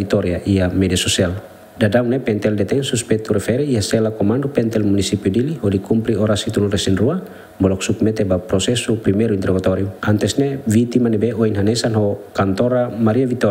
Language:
Tetum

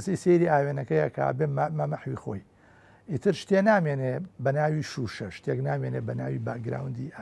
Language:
Central Kurdish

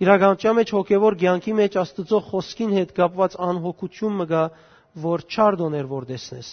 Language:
Western Armenian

